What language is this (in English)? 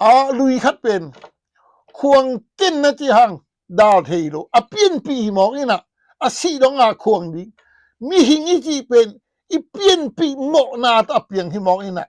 Tedim Chin